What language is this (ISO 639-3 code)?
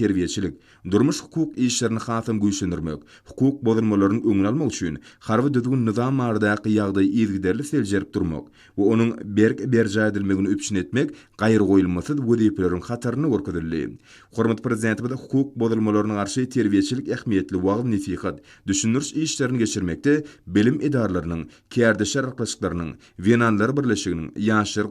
tuk